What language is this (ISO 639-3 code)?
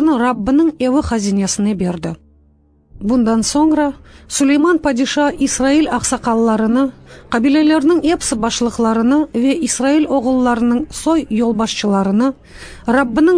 crh